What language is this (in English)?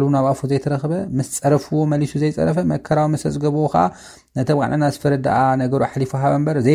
Tigrinya